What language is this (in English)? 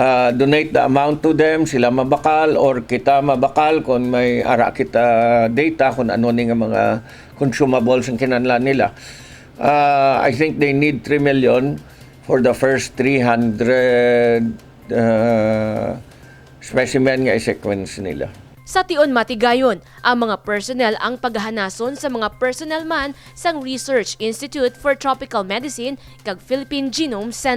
Hiligaynon